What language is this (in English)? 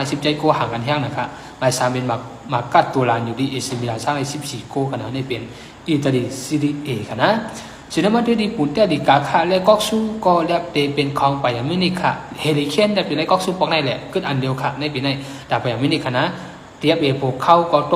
Shan